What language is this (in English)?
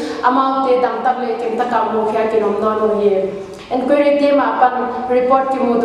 Paite Chin